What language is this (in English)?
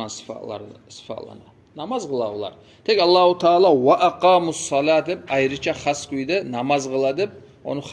Kumyk